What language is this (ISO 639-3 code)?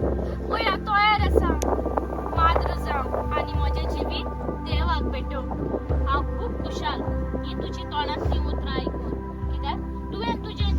kok